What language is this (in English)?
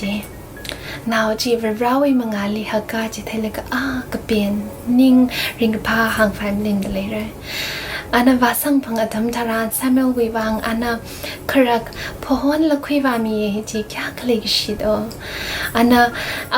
Tangkhul Naga (India)